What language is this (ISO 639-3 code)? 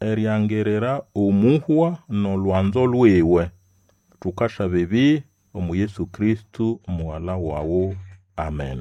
nnb